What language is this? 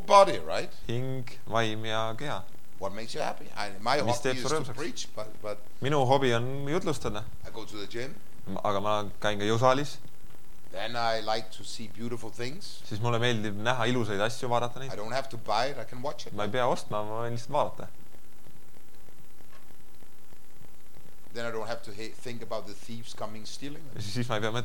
Estonian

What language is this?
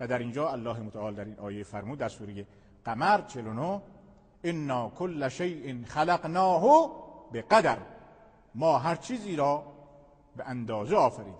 Persian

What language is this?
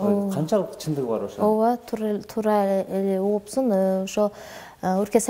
Kyrgyz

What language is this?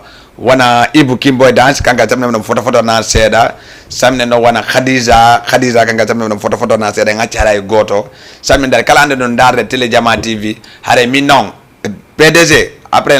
Fula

